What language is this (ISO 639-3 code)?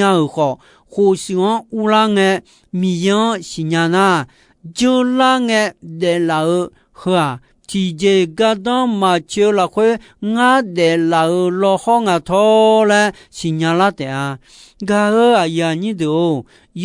ahk